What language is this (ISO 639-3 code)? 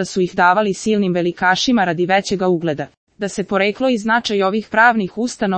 srp